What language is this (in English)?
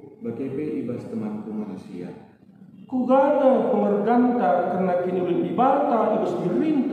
Batak Karo